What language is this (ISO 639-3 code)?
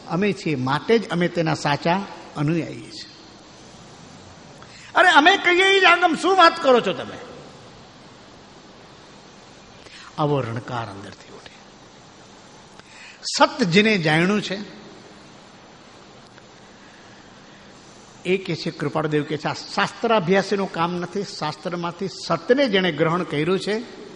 guj